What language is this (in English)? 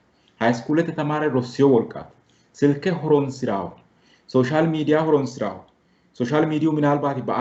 Sidamo